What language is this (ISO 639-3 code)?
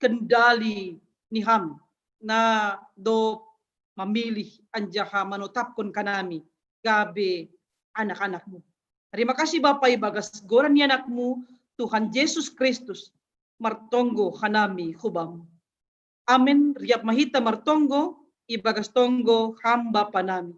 bts